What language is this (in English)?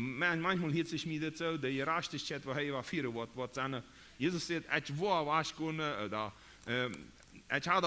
Plautdietsch